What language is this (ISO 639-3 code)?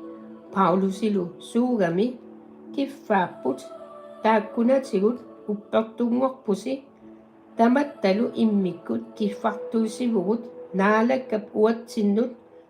kal